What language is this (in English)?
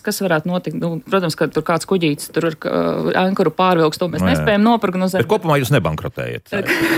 Latvian